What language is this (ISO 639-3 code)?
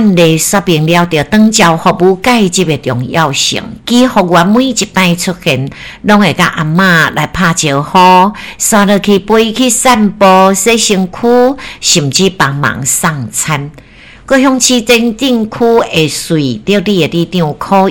nan